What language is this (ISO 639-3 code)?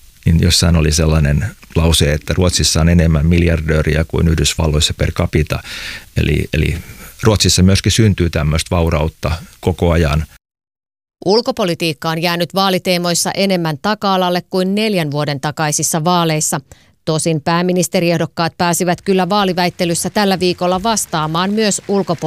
fin